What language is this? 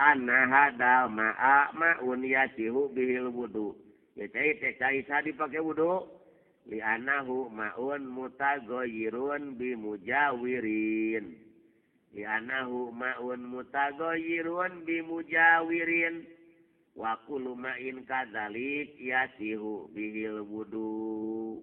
Sundanese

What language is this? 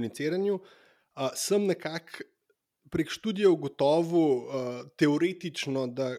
Slovenian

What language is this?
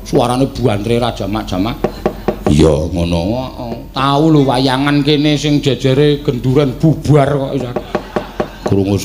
Javanese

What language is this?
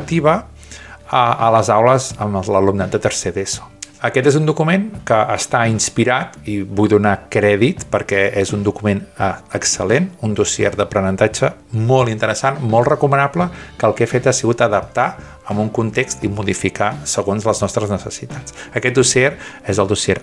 Catalan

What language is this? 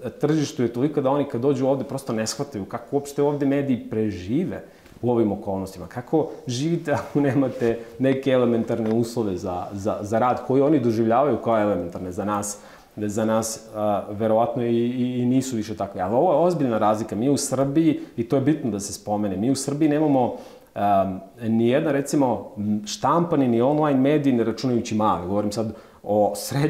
Serbian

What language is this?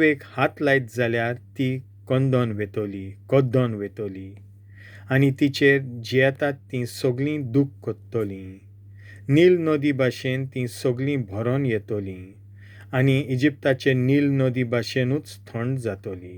Konkani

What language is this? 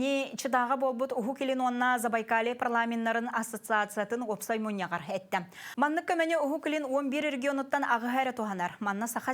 Yakut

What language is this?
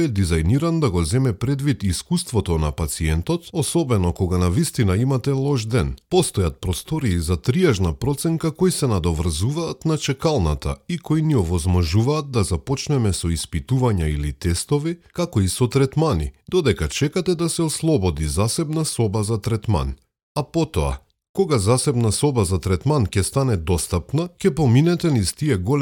Macedonian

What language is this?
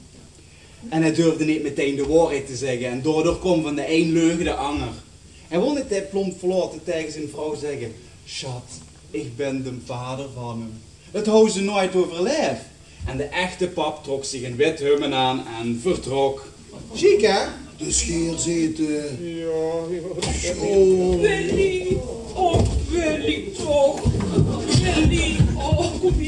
Limburgish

